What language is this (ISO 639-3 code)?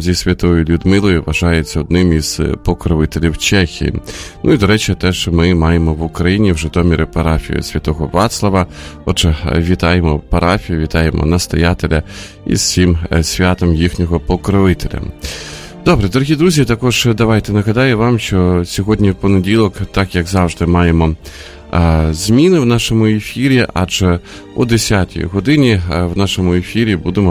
ukr